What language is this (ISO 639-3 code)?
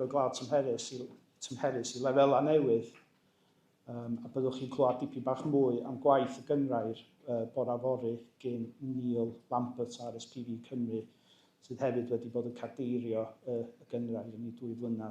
cym